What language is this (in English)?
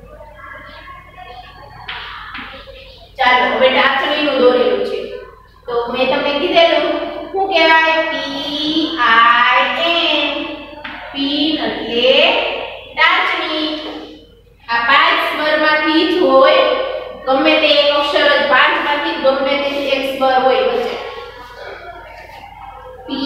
Gujarati